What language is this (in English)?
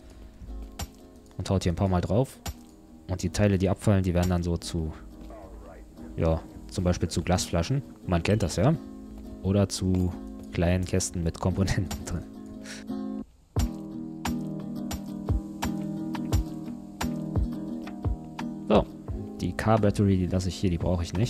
German